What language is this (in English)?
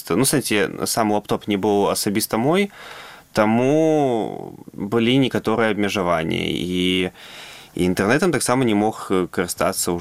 Belarusian